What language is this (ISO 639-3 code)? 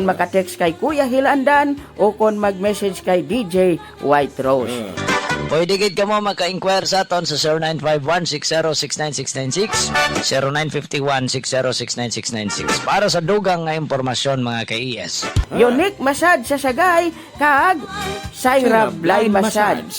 hil